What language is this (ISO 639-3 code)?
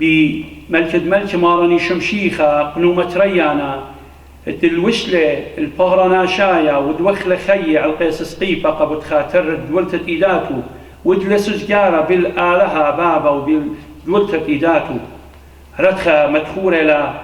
aii